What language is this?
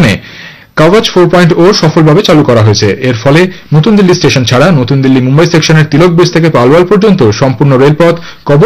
Bangla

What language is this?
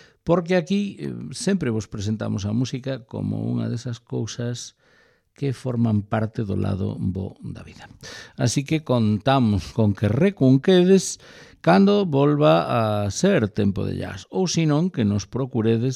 Galician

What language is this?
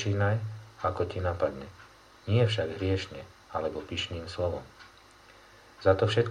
Slovak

